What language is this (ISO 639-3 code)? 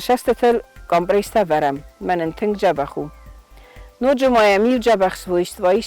oss